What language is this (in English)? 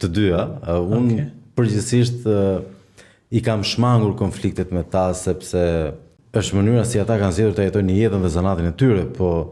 Albanian